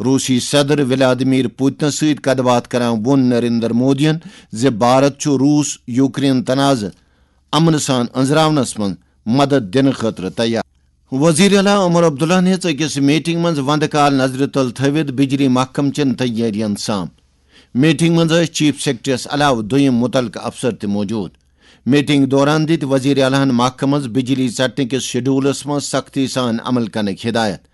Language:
Kashmiri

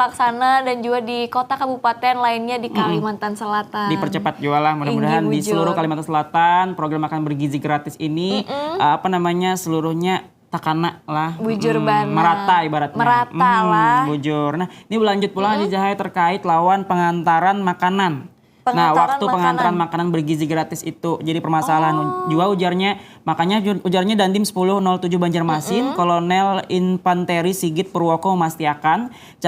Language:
Banjar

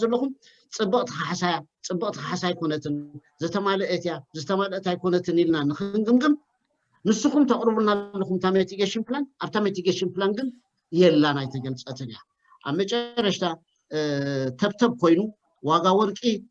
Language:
Tigrinya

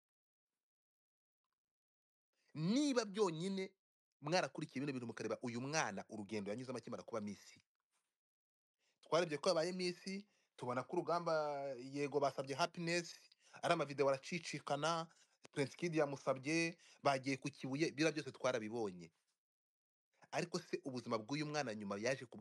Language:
Kinyarwanda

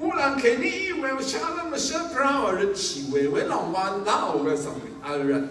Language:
Rawang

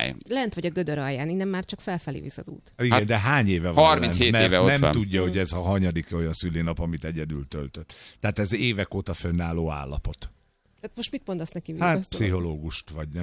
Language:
Hungarian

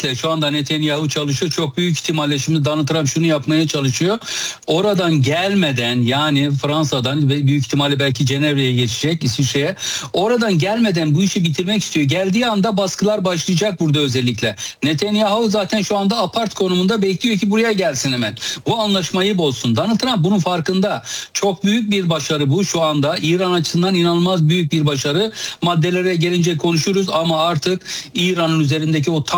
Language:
Turkish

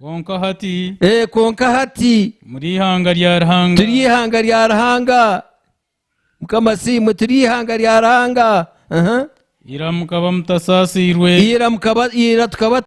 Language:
Nyankole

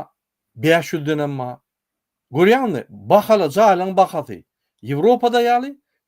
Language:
Turkmen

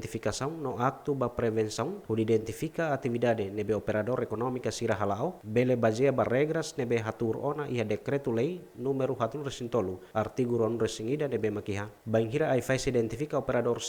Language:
Tetum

